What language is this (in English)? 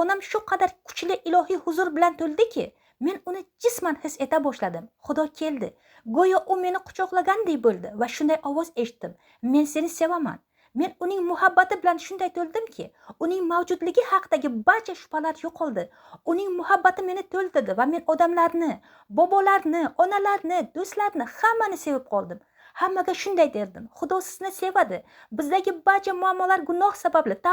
Uzbek